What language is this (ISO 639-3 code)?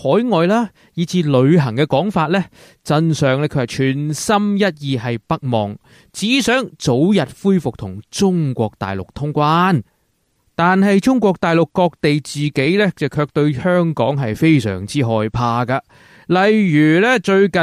yue